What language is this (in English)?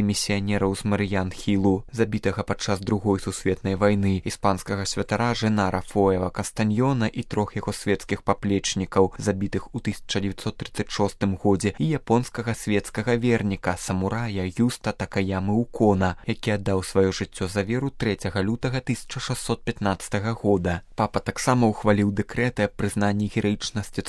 Belarusian